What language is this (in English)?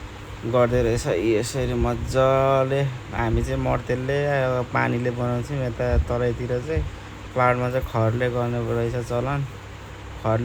Nepali